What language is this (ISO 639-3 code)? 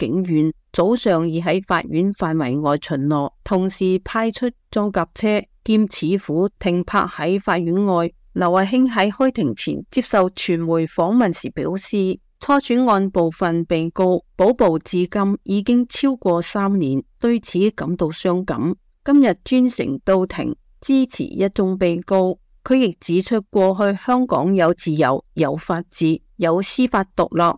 yue